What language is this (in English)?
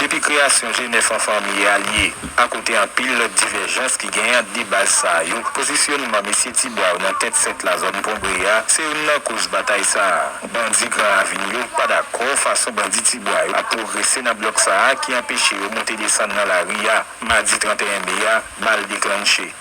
Haitian Creole